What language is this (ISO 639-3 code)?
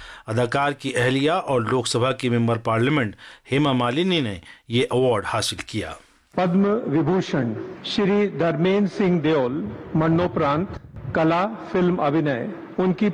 urd